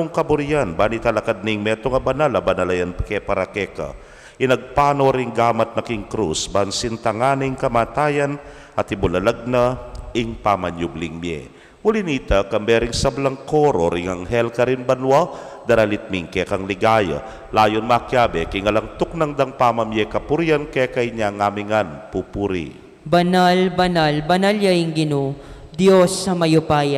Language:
Pampanga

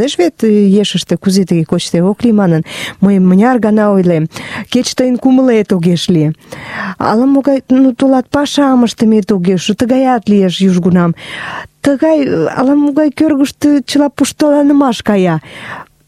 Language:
Mari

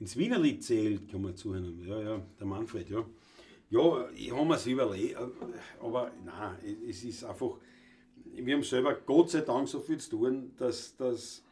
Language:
Bavarian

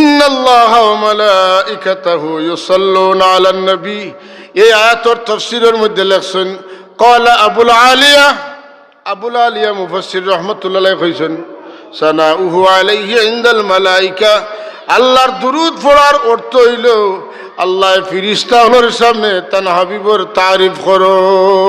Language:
Sylheti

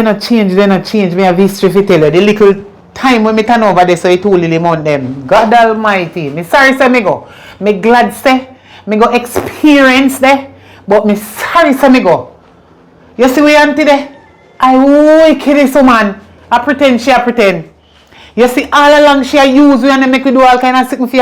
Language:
Jamaican Creole English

